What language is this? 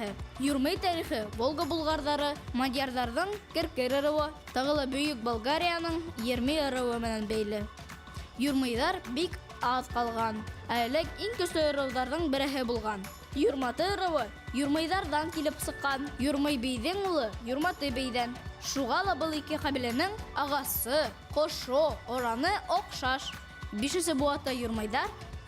Bashkir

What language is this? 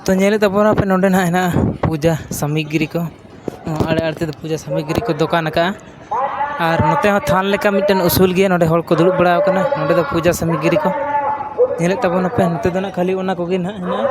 Santali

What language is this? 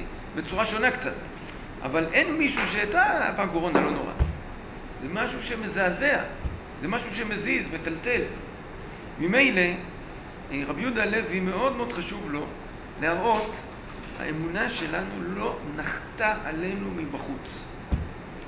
Hebrew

